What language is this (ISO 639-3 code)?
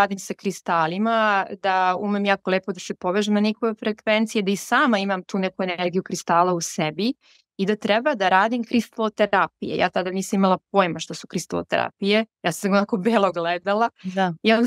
srp